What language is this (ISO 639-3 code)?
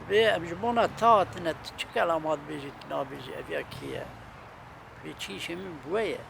kur